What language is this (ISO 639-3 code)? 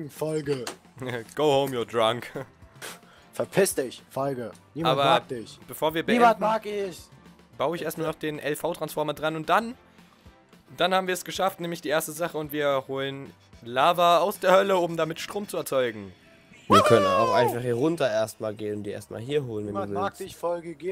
deu